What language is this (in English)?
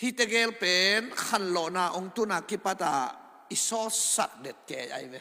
Tedim Chin